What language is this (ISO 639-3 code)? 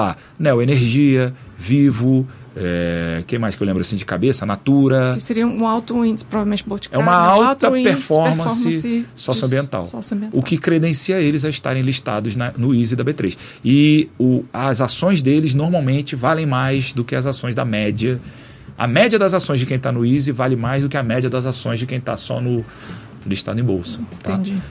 por